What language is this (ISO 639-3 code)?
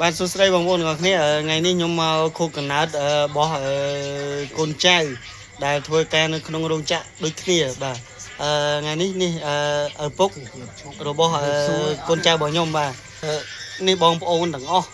khm